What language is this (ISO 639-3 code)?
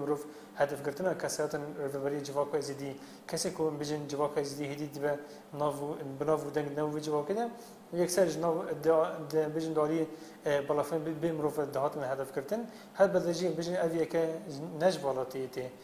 kur